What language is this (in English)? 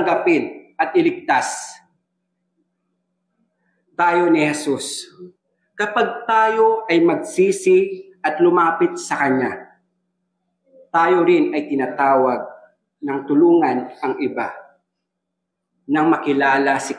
Filipino